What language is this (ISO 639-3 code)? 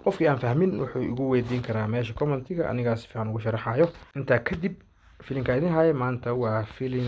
som